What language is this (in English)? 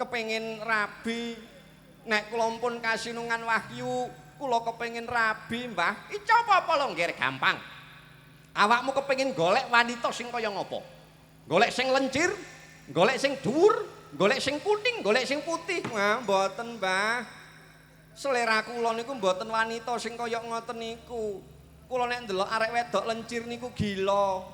Javanese